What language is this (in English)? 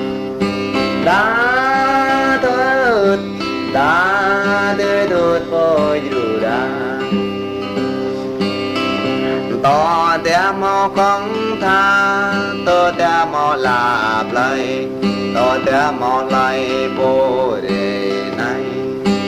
Vietnamese